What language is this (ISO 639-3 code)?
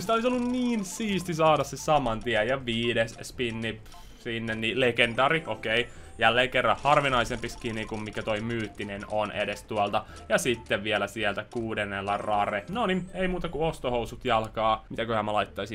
fin